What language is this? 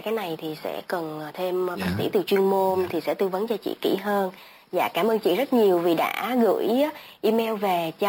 Vietnamese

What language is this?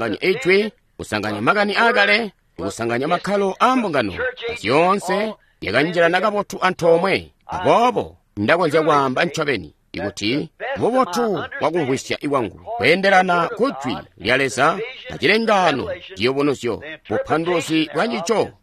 Tonga (Zambia)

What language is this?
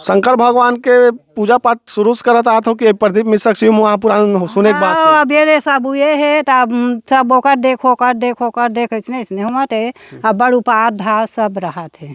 Chhattisgarhi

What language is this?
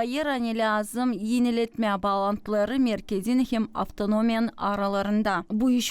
Gagauz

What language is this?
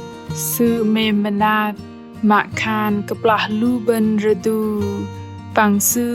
Bahnar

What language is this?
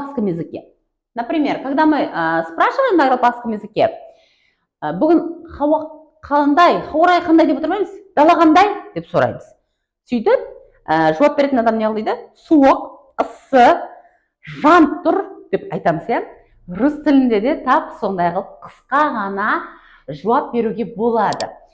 Kara-Kalpak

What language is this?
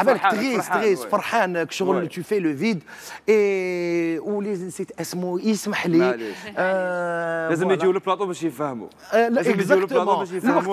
Algerian Arabic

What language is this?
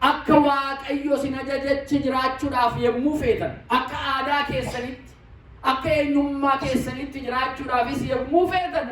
Oromo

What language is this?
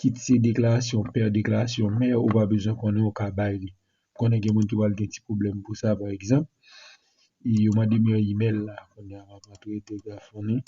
Haitian Creole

